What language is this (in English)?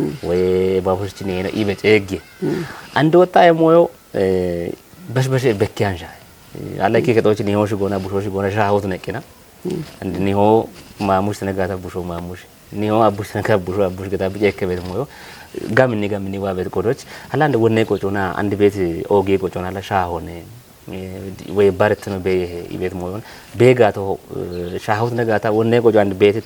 Kafa